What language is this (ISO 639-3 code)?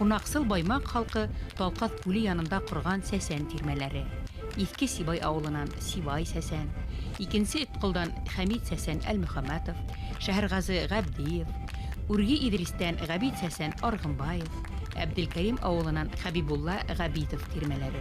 bak